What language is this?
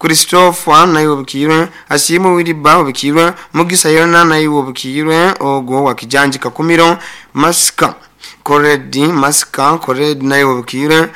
Nyoro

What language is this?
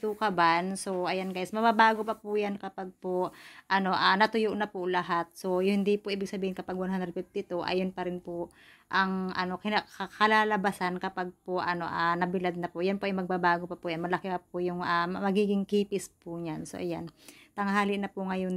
Filipino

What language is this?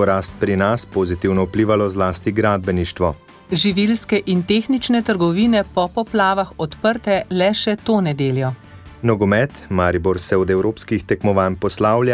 Slovenian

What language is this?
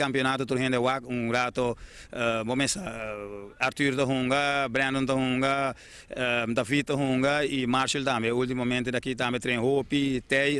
Papiamento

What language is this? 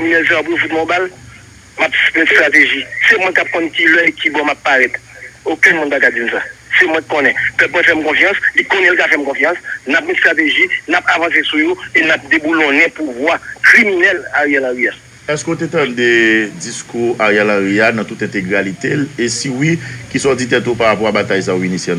Haitian Creole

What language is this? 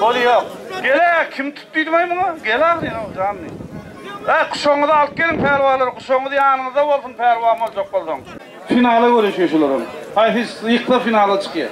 Turkmen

